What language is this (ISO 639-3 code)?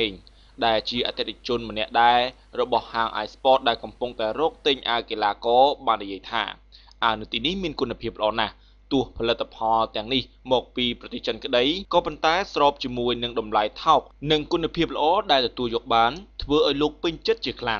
khm